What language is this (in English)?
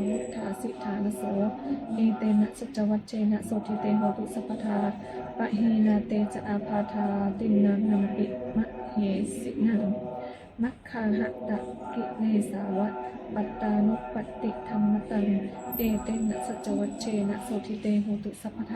Pali